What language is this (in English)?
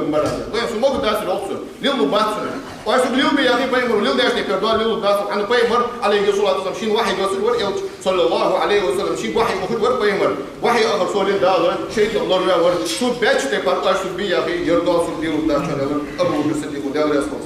Ingush